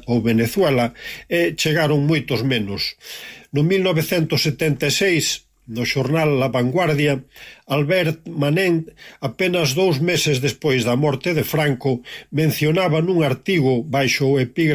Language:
Galician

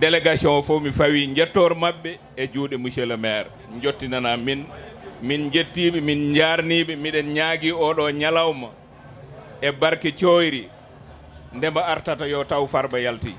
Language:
Fula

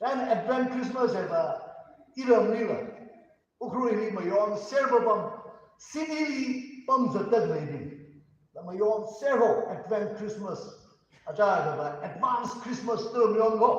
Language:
Tangkhul Naga (India)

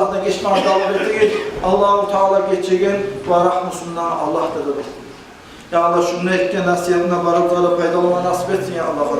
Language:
Kumyk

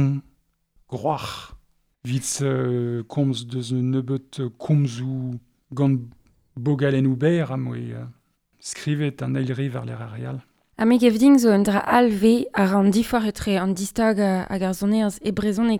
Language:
Breton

